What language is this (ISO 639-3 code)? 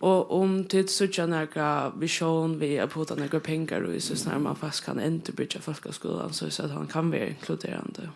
fao